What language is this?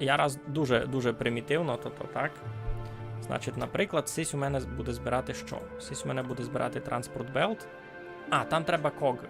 Rusyn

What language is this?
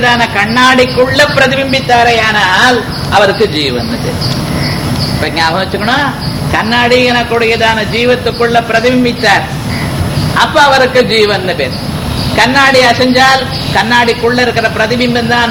Tamil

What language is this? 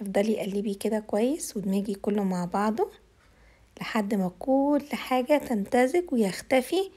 Egyptian Arabic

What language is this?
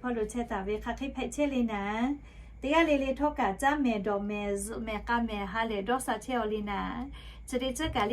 Lahu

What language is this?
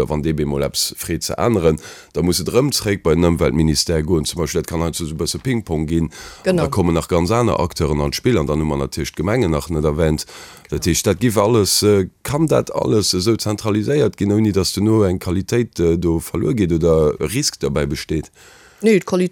Luxembourgish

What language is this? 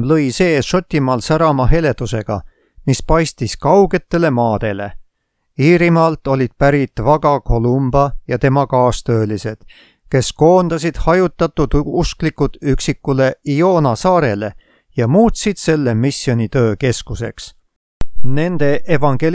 Estonian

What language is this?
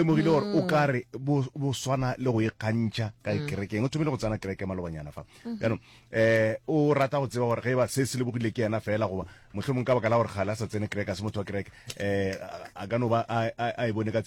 Northern Sotho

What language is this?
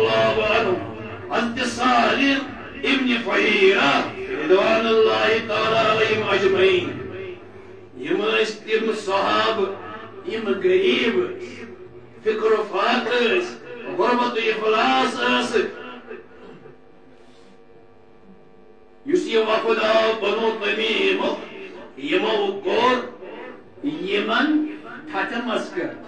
Kashmiri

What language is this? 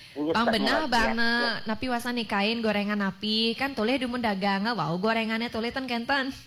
Balinese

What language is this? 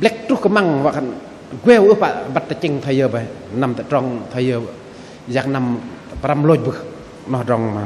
Bahnar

